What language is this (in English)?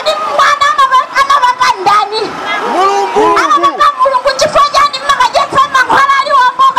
Nyanja